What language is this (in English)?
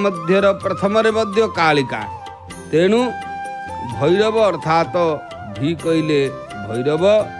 Odia